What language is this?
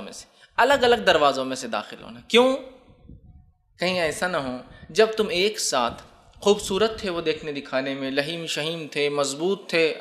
Urdu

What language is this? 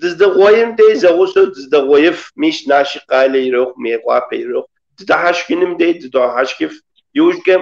Kabardian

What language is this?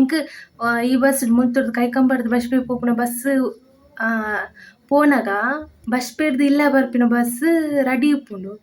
Tulu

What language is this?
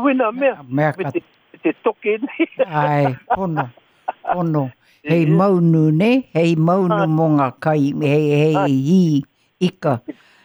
Māori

